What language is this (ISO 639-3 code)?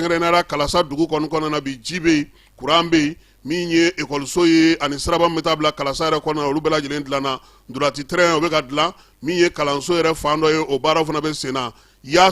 bam